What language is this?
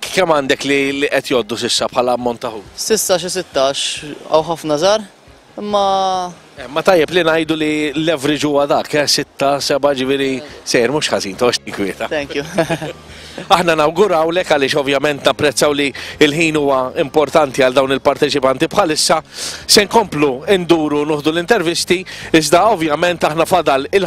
Maltese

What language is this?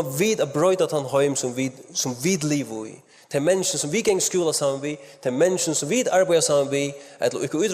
Faroese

